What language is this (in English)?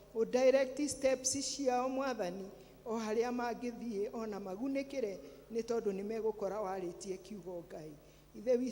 Kikuyu